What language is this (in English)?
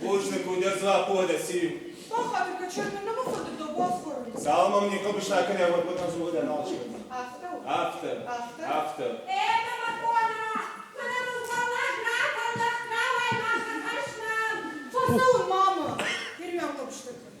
Ossetic